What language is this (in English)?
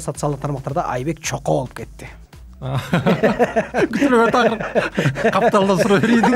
Kyrgyz